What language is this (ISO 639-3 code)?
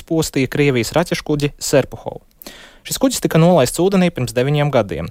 lav